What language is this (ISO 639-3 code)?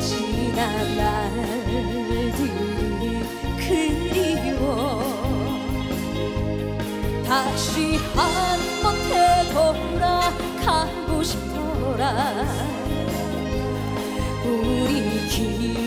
kor